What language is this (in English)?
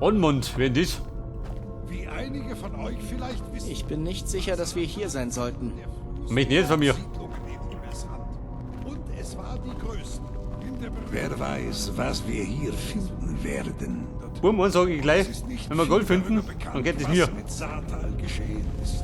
Bavarian